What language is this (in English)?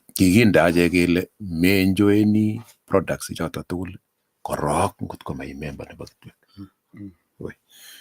Kalenjin